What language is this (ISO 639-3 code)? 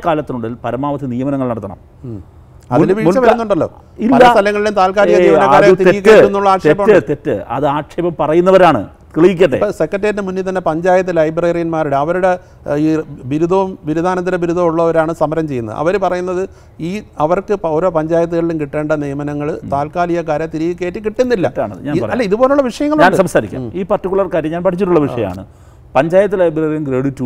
mal